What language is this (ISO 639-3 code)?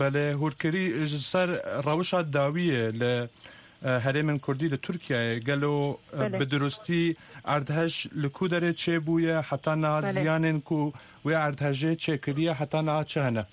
kur